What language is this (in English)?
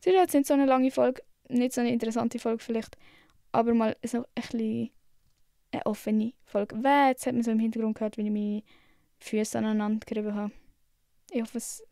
Swiss German